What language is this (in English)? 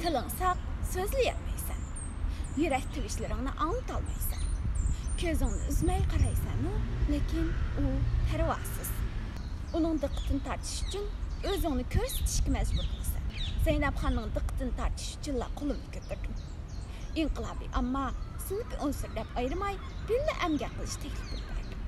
Uyghur